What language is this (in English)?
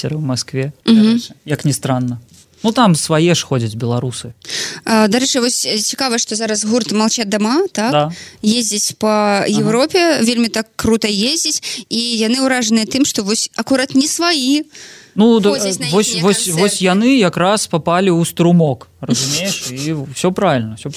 Belarusian